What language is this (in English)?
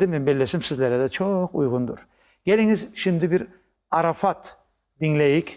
Crimean Tatar